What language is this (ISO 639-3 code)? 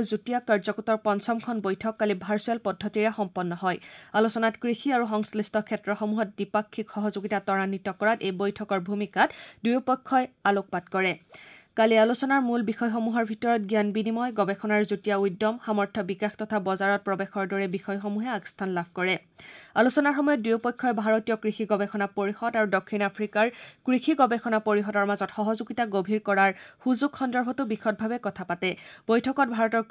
asm